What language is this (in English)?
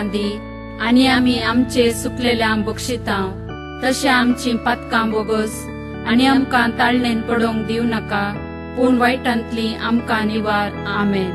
Konkani